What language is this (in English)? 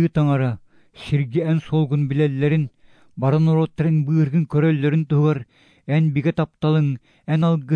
Yakut